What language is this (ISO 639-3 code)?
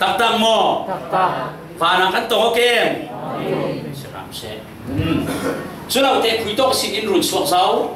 cfm